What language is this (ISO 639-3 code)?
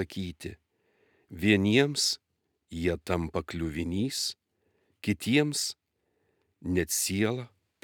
lit